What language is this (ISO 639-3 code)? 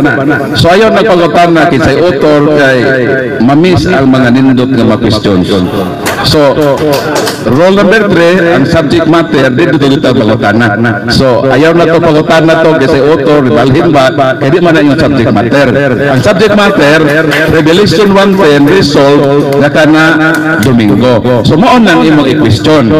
ceb